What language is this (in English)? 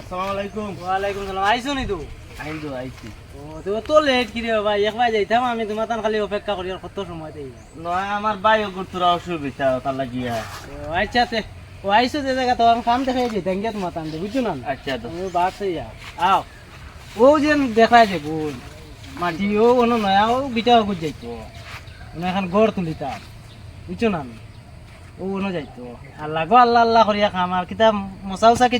Sylheti